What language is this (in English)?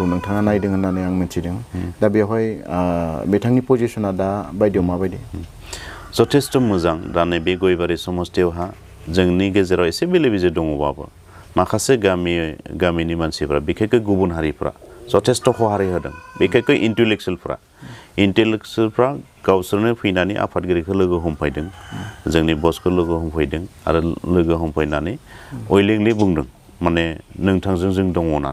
Bodo